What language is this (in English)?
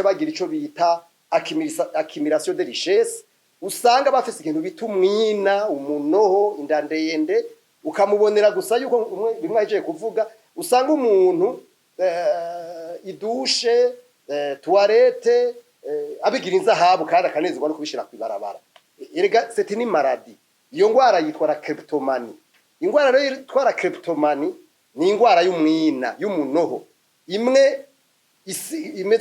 Rundi